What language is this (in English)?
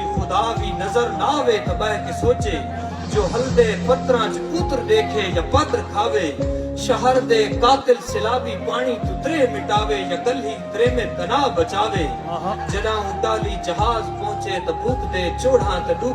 Saraiki